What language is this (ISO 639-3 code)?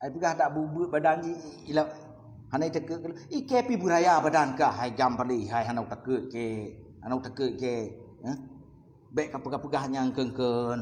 ace